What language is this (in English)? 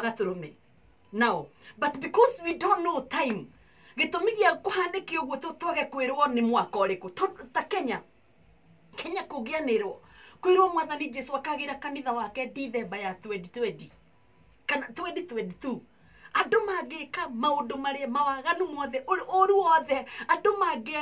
Kikuyu